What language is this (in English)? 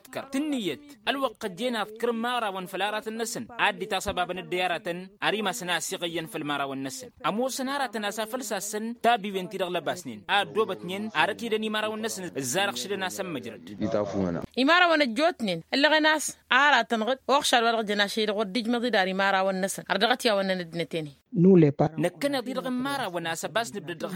Tamasheq